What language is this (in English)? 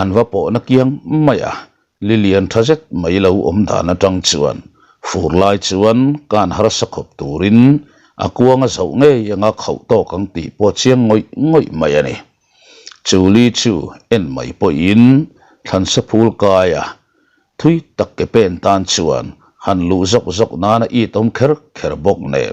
Mizo